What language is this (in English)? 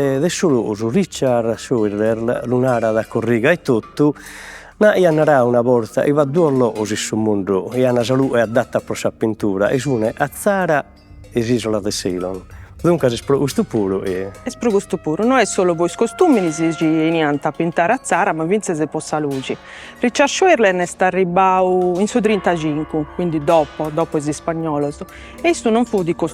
Sardinian